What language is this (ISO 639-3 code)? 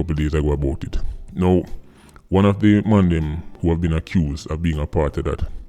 jam